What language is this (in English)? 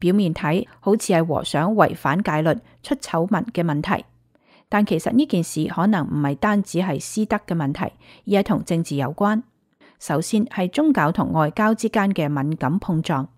Cantonese